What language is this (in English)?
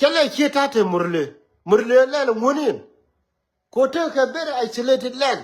Nuer